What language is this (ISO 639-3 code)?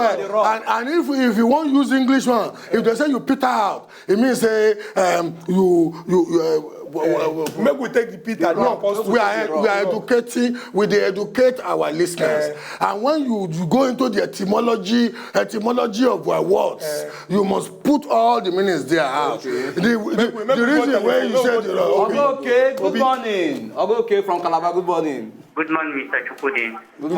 pcm